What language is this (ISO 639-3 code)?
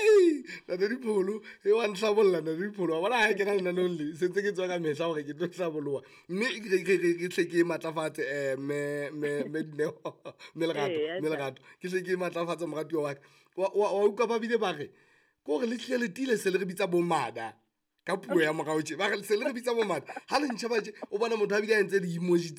sot